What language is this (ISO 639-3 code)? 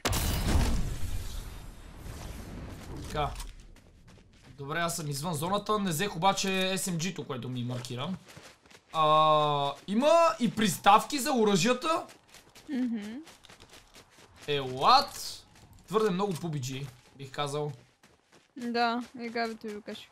bul